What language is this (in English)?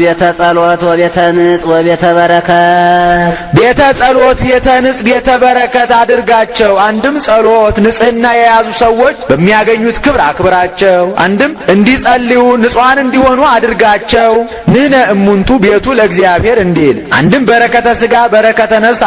Amharic